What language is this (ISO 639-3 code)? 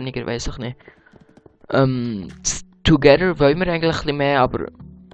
gsw